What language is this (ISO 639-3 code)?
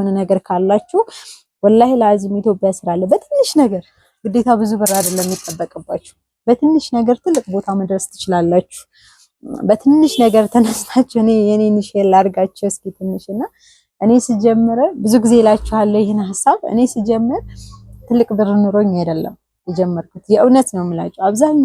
amh